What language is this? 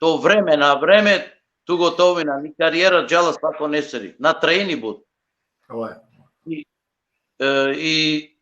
Balkan Romani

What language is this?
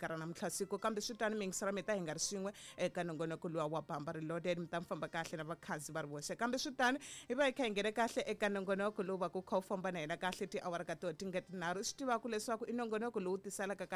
Tsonga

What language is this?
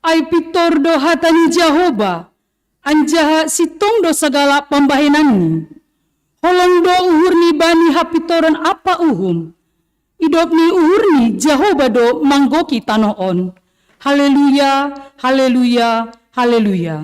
Batak Simalungun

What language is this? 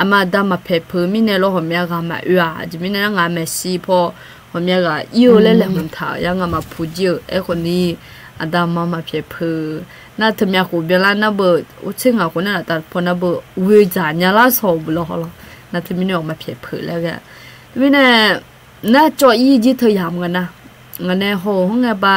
Akha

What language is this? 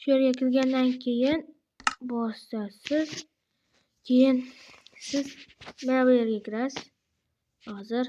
Uzbek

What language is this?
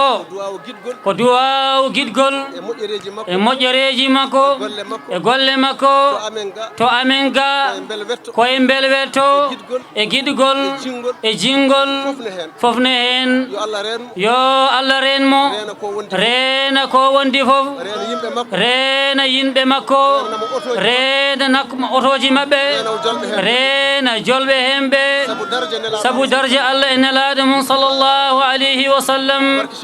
Fula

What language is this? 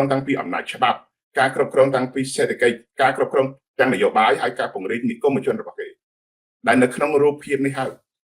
Khmer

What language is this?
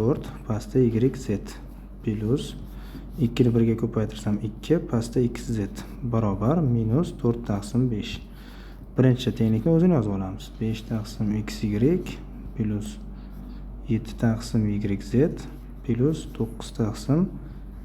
Uzbek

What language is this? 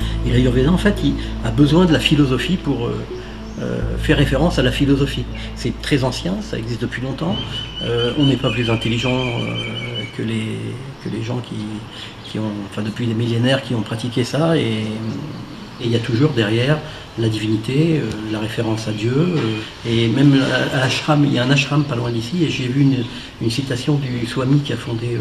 French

